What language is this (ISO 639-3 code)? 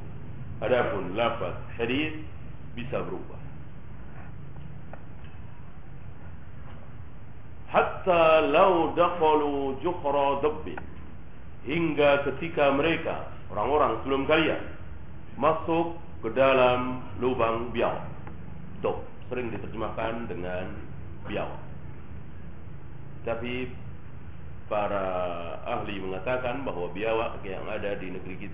ind